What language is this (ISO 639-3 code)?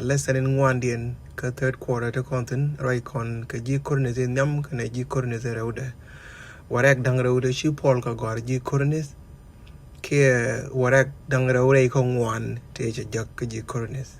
nus